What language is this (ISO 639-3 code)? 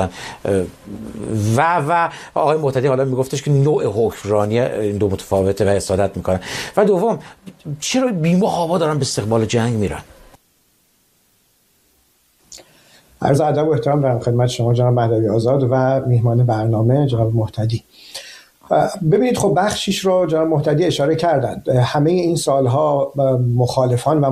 fas